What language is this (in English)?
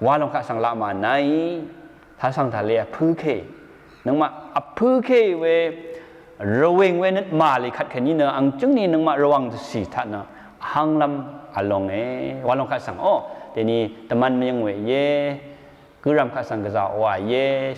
Rawang